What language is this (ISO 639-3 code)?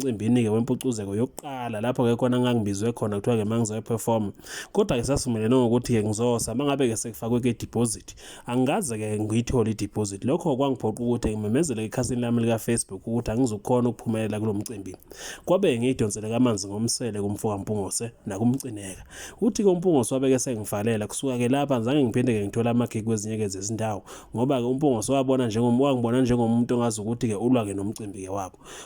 zul